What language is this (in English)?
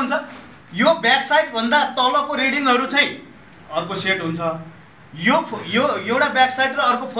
Nepali